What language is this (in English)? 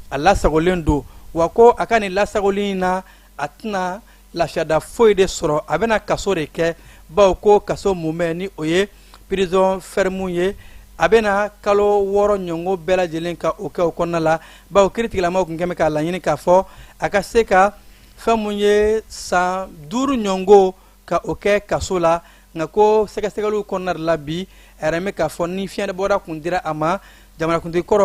Bambara